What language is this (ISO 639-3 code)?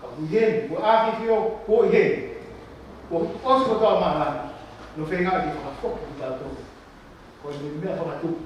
ton